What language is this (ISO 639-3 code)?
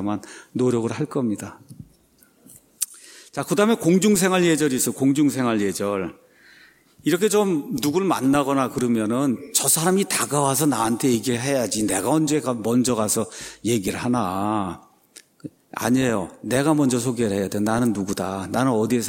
kor